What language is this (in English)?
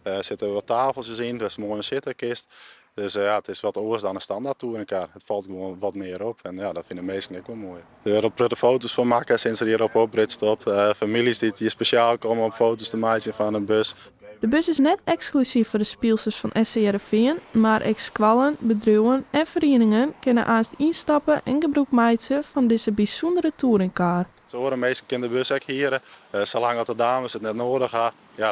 Western Frisian